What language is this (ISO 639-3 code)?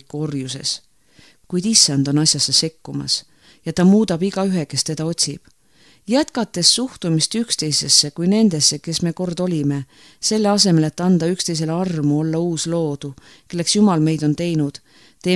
est